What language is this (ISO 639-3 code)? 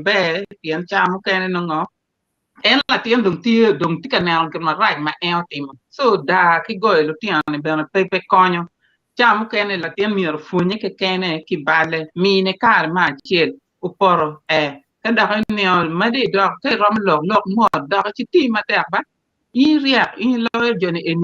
ach